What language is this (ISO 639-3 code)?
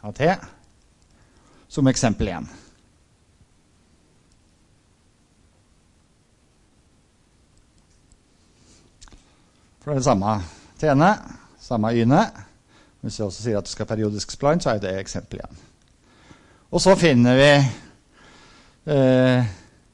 nor